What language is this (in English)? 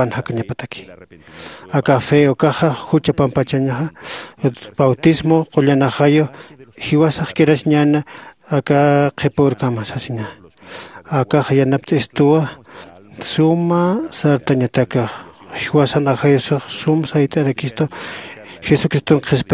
Aymara